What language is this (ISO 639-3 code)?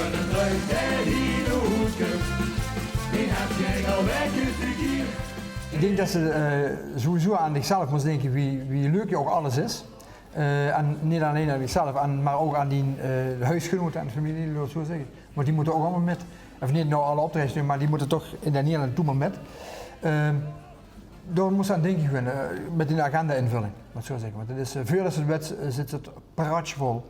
lim